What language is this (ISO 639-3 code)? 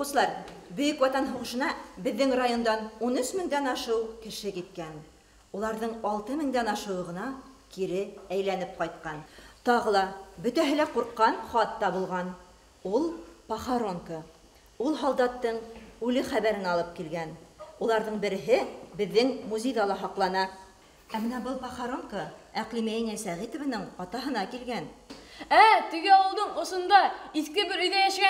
bak